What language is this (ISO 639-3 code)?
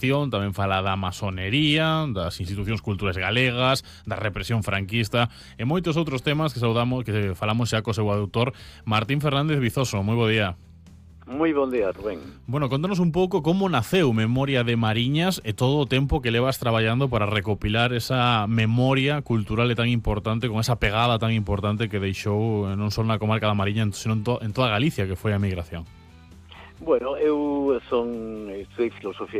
glg